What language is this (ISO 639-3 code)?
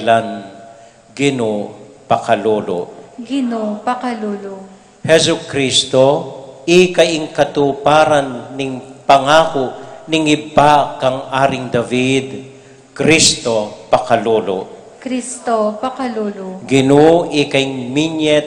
pam